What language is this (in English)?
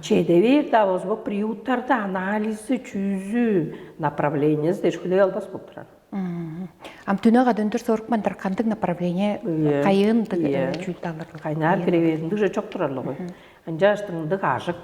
Tuvinian